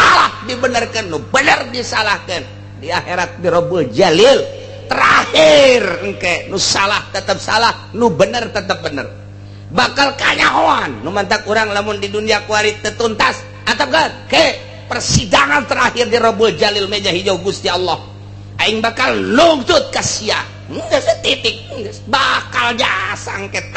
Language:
Sundanese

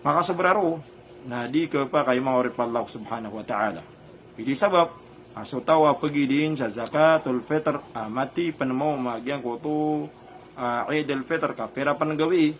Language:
Maranao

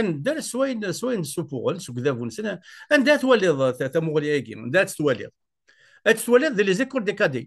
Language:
Kabyle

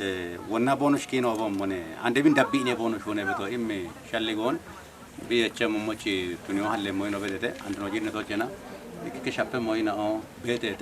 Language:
Kafa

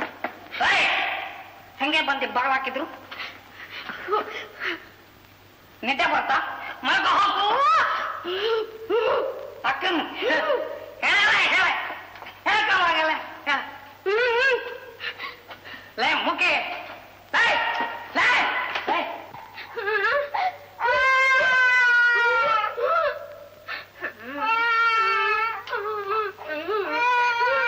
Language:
Kannada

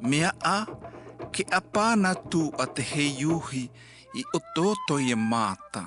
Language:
South Marquesan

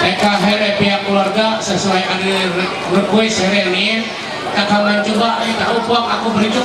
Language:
Ma'anyan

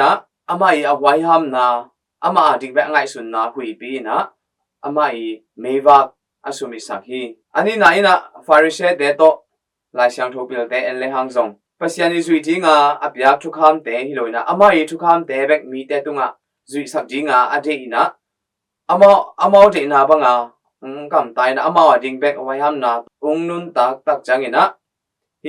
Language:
Tedim Chin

